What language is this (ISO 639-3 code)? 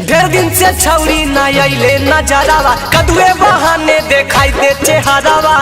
mag